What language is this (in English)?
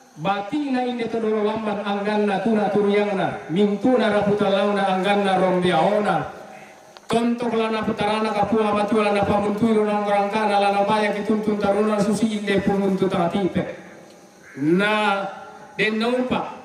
Toraja-Sa'dan